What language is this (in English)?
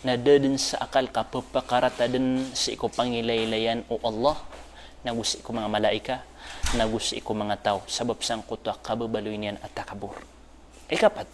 Maranao